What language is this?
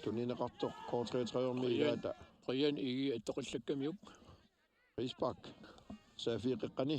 Kalaallisut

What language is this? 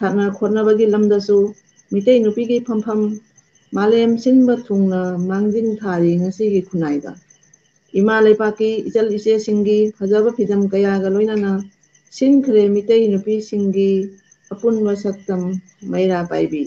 Manipuri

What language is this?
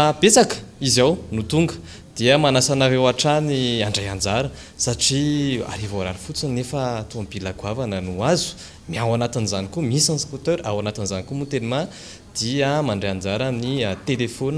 Malagasy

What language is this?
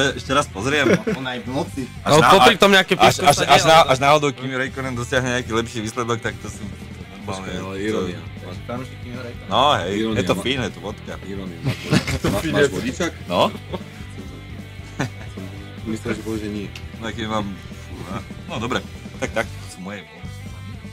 Slovak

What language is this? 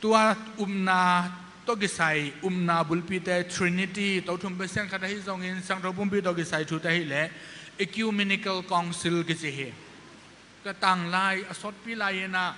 Tedim Chin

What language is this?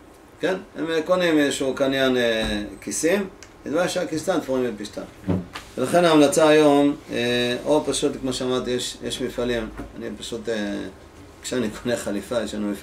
Hebrew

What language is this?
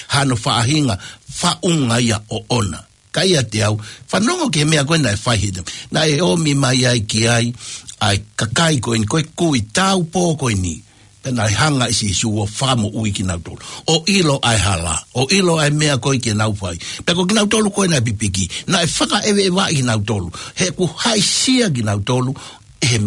Tongan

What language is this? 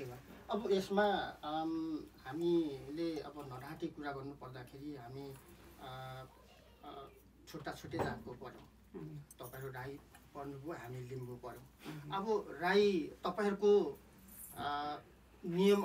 Nepali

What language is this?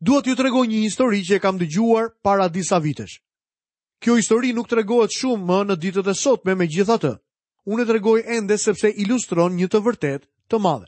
Albanian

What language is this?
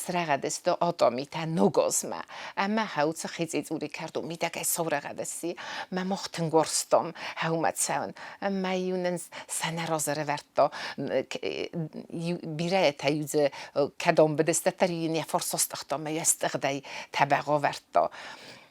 Ossetic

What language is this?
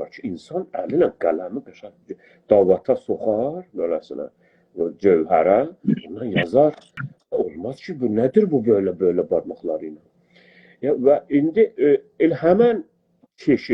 South Azerbaijani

